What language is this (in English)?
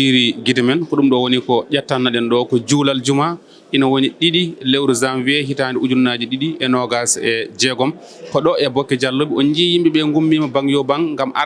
Fula